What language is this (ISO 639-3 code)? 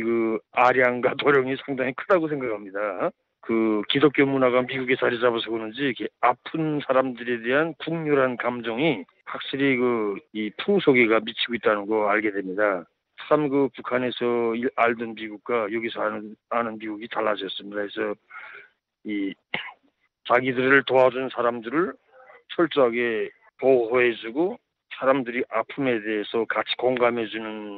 kor